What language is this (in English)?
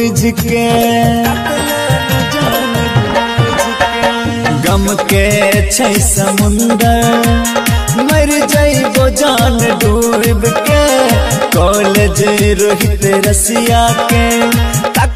Bhojpuri